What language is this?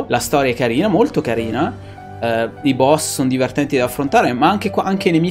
Italian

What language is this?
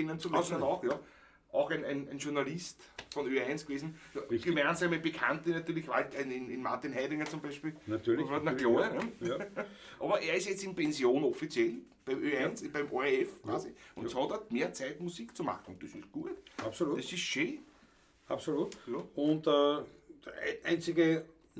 Bavarian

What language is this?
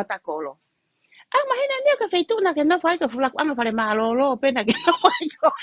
Tongan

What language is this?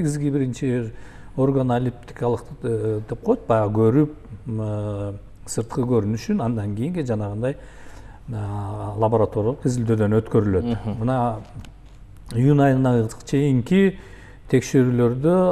Kyrgyz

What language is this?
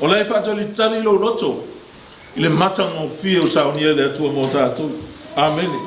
Samoan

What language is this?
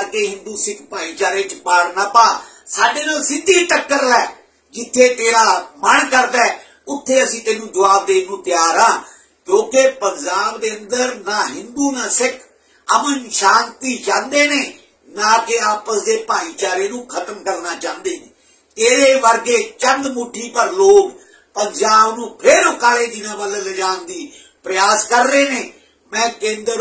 Punjabi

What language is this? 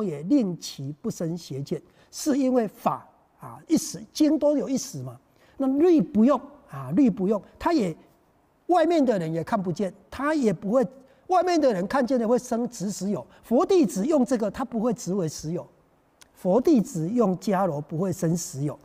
Chinese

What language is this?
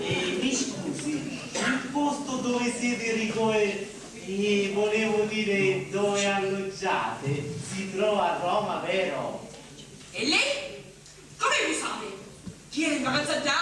Sicilian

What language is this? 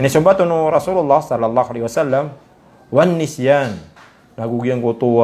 Maranao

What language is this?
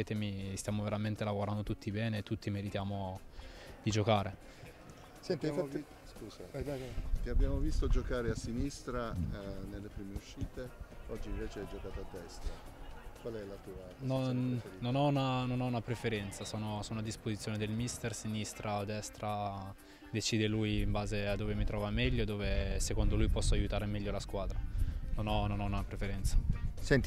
Italian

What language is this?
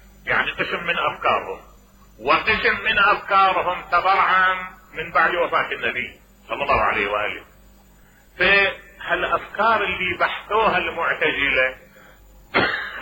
Mesopotamian Arabic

